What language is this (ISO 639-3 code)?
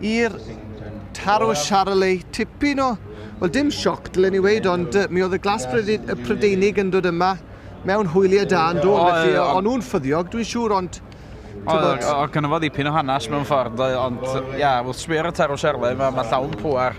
cym